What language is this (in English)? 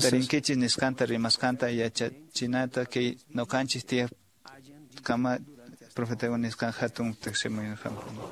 Quechua